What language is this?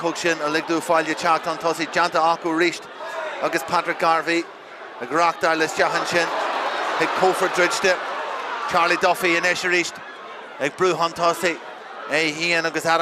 Irish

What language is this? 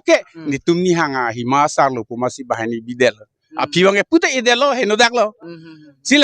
Karbi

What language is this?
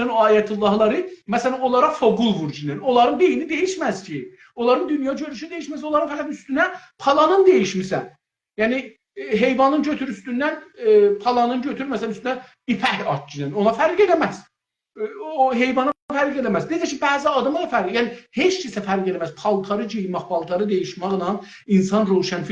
South Azerbaijani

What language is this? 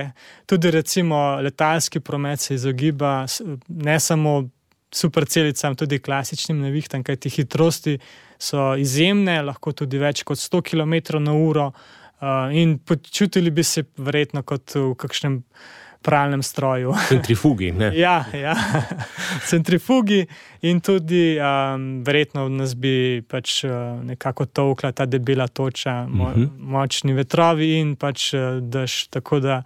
Slovenian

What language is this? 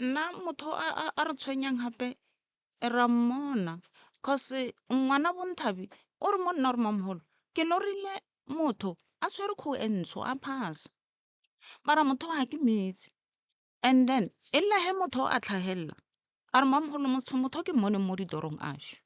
Northern Sotho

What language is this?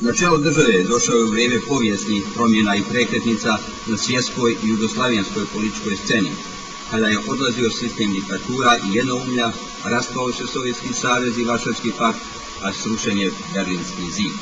Bosnian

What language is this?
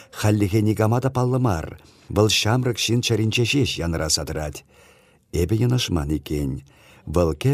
Chuvash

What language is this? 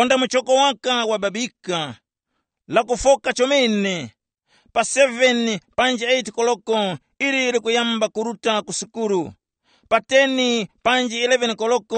Tumbuka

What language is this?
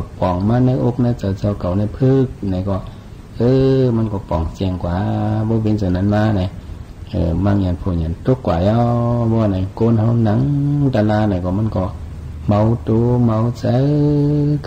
Shan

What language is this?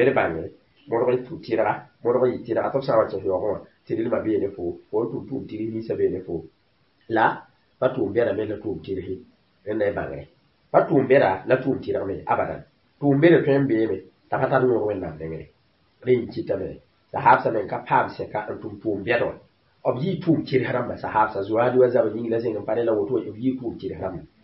Mossi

